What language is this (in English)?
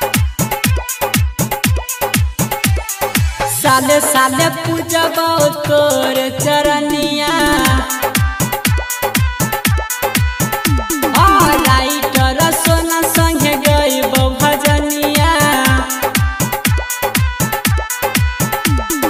Maithili